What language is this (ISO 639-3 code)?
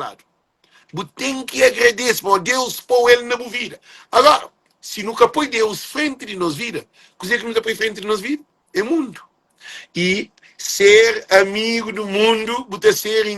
kea